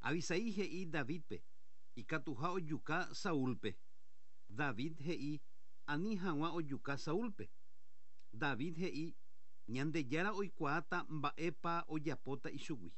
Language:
Guarani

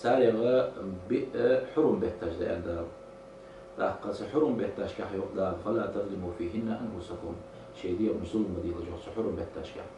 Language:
Ingush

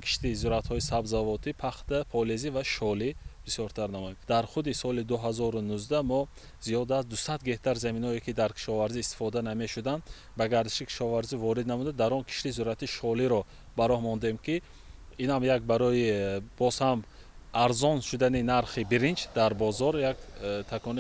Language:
Tajik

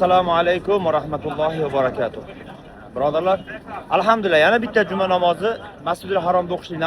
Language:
Uzbek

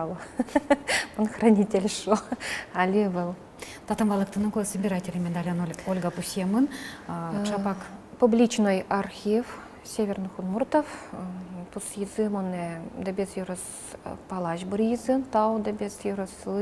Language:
Udmurt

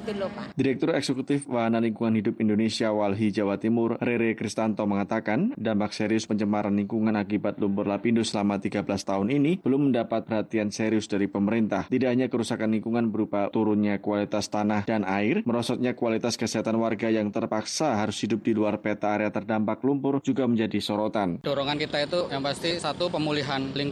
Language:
Indonesian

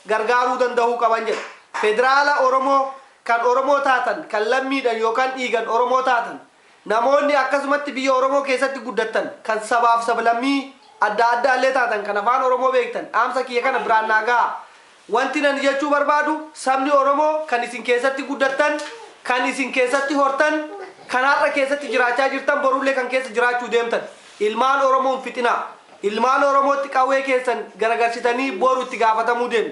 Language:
Oromo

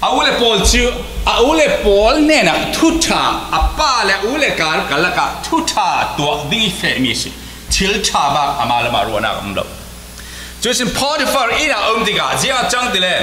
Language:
Falam Chin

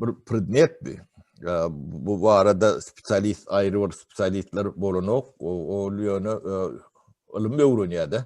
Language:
Turkmen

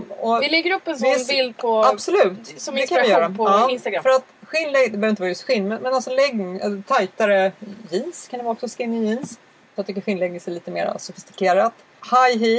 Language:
Swedish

